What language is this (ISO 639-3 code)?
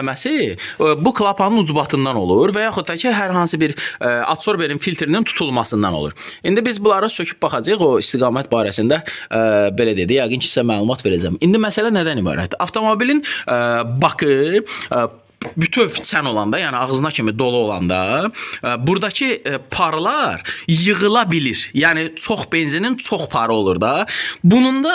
aze